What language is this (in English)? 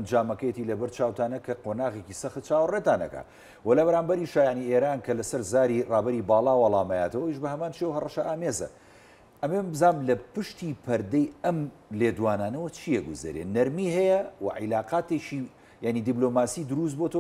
Central Kurdish